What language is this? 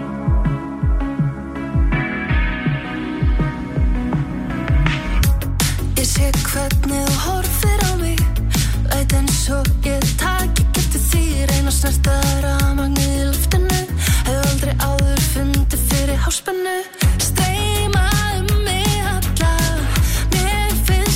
Icelandic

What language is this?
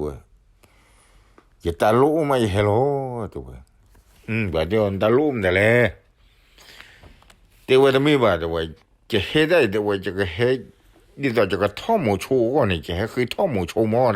S'gaw Karen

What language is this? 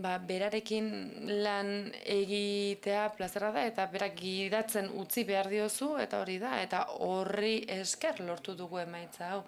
Basque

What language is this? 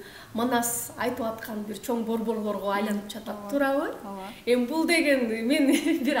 Kyrgyz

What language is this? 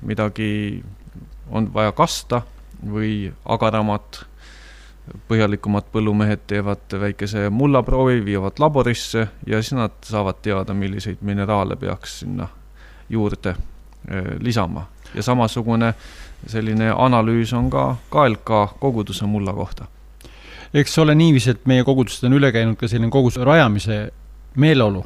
Estonian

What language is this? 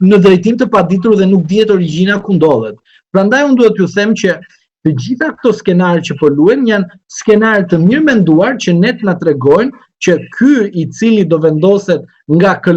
Albanian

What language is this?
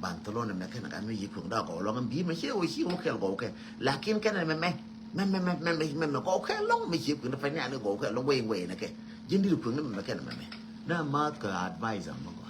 Nuer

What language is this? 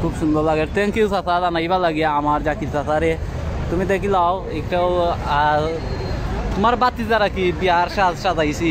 Sylheti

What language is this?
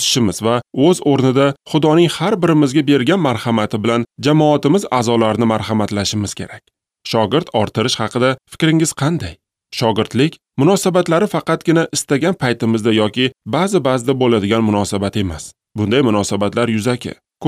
Uzbek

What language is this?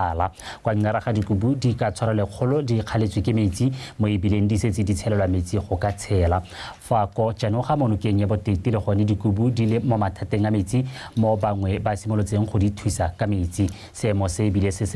Tswana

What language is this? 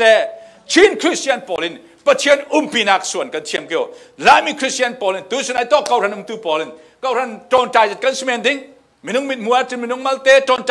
Falam Chin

